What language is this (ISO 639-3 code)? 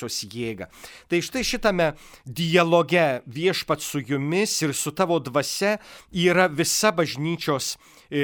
lit